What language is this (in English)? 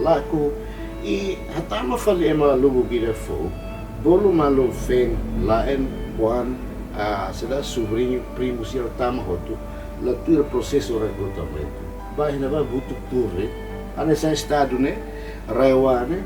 Tetum